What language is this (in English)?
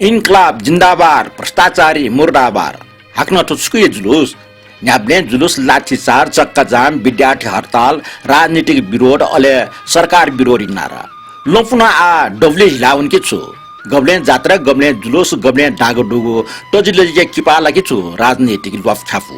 Newari